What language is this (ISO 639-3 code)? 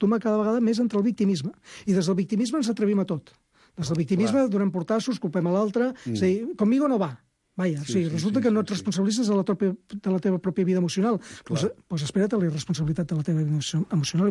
cat